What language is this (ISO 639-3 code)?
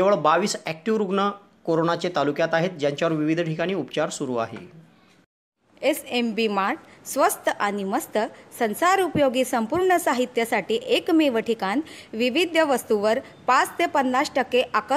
mar